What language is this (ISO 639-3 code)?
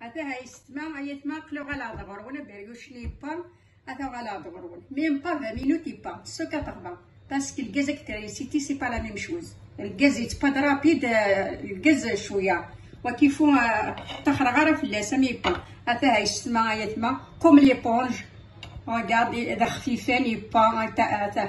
kab